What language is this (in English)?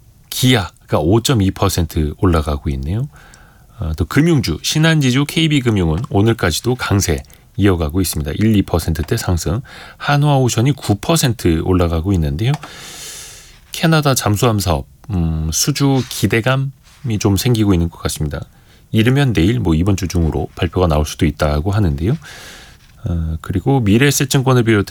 Korean